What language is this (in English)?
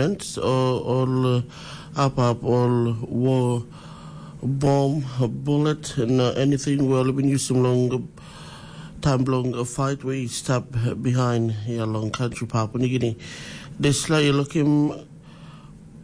Tok Pisin